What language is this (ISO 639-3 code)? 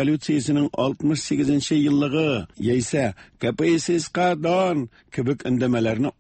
tat